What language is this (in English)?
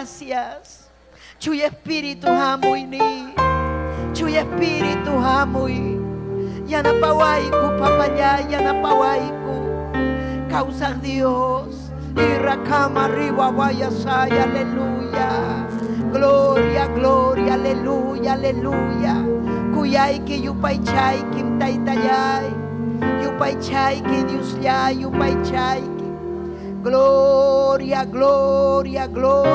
Ayacucho Quechua